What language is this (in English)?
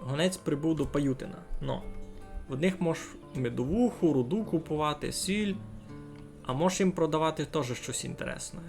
Rusyn